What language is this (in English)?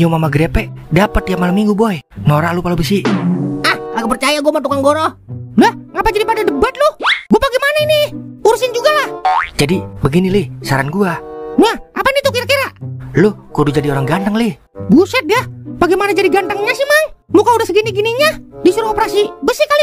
Betawi